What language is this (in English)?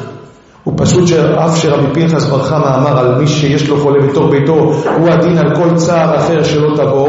Hebrew